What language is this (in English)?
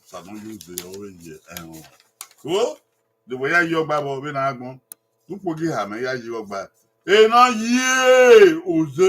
Bini